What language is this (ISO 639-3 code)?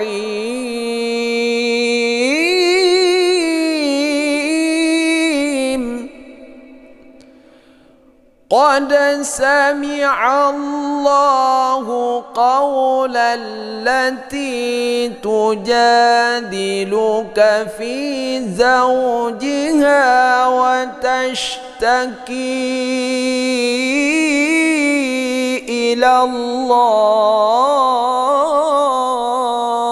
ara